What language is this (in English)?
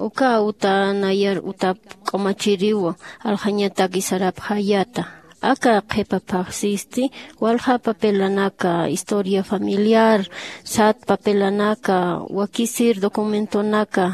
Aymara